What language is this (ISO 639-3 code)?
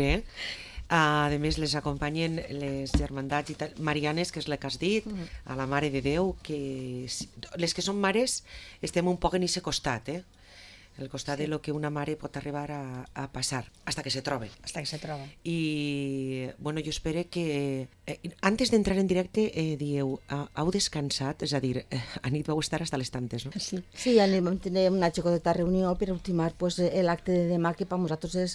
cat